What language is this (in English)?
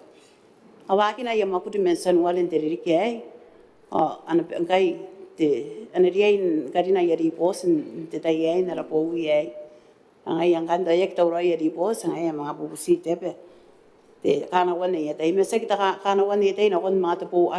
Gilbertese